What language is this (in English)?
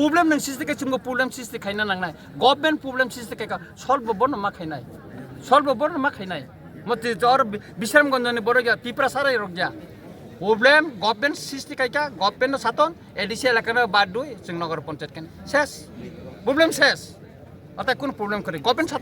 Kok Borok